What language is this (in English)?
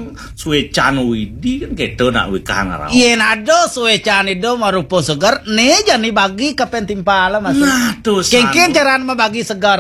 Balinese